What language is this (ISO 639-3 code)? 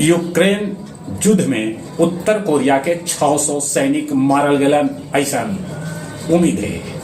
mag